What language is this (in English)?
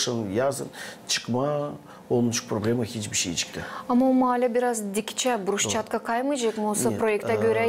Gagauz